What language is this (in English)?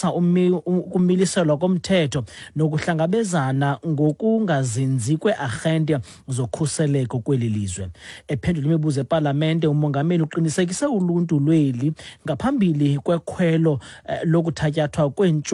Xhosa